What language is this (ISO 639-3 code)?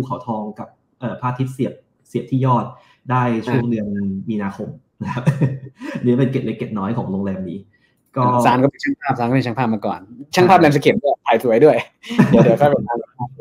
tha